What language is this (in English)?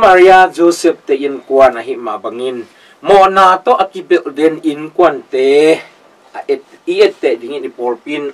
Tedim Chin